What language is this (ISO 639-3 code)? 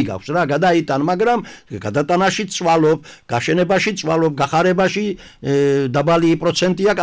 kat